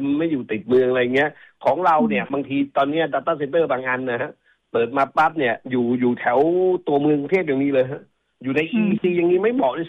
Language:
Thai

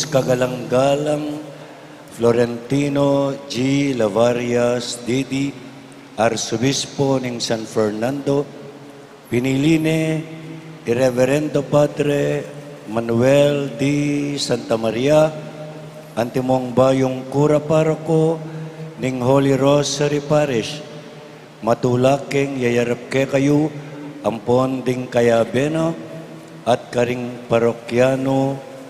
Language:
Pampanga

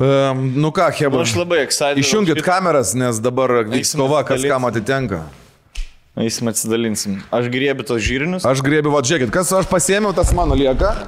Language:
Lithuanian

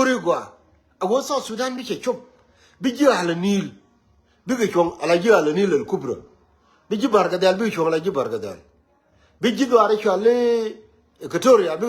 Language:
Nuer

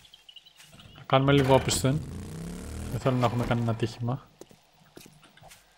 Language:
Greek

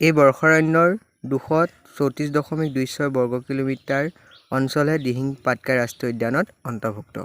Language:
Assamese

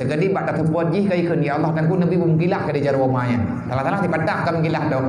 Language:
Achinese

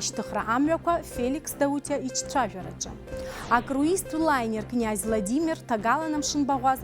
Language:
Abkhazian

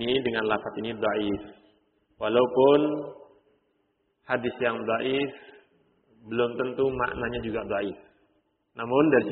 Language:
Indonesian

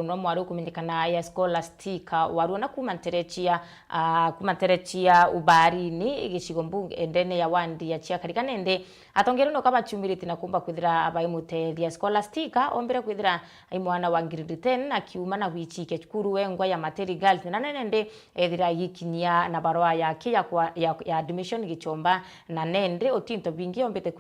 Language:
Meru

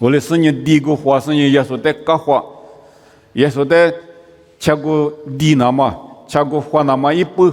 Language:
Lisu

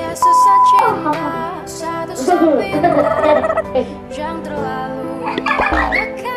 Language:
Sundanese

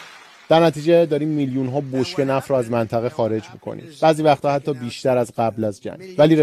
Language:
Persian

